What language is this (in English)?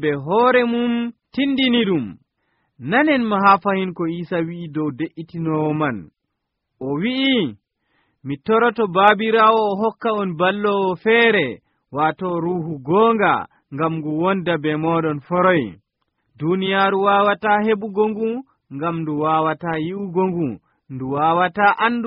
Nigerian Fulfulde